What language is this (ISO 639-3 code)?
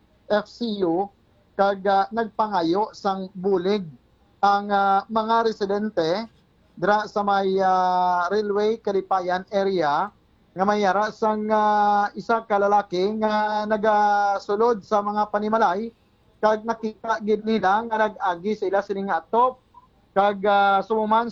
hil